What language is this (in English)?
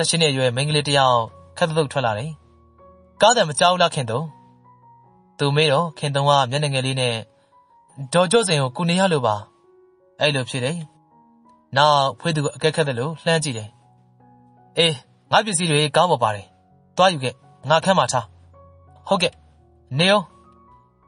Burmese